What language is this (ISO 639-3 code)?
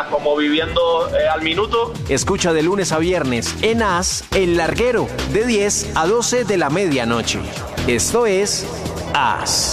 spa